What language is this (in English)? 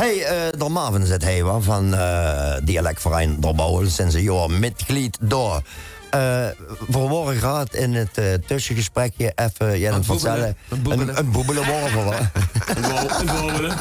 Limburgish